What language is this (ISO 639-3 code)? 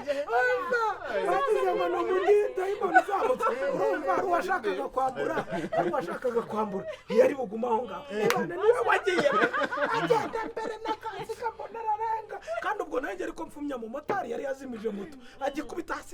kin